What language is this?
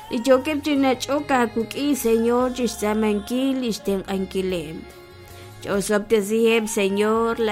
Kekchí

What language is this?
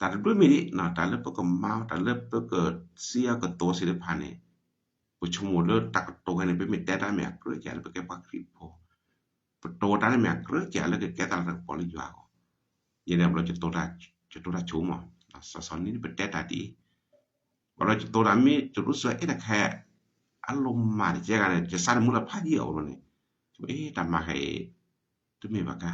S'gaw Karen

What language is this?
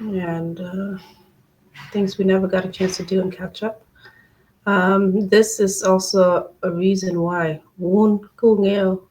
Acoli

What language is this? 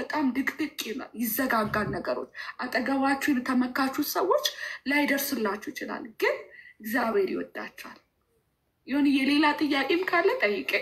Amharic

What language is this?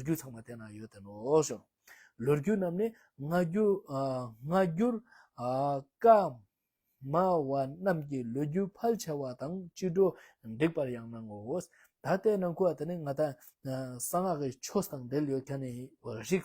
Ladakhi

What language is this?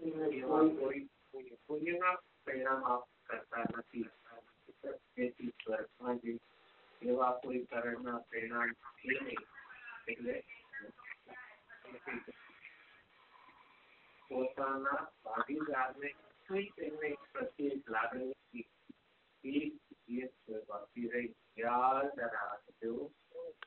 Gujarati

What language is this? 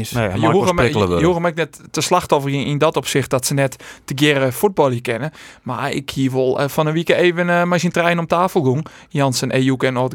Western Frisian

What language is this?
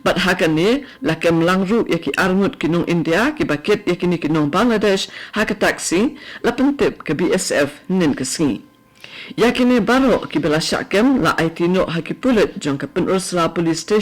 Khasi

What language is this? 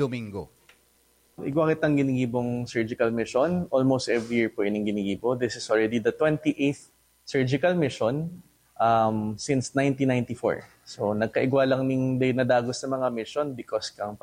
Bikol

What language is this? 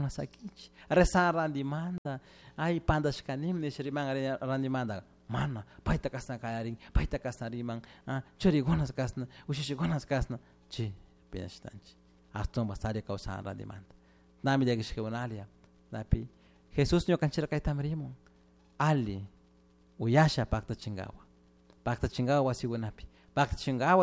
Chimborazo Highland Quichua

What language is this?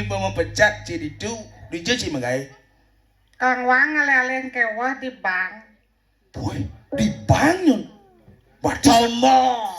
Balinese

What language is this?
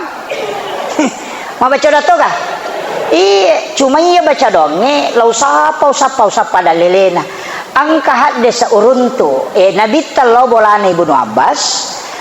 Buginese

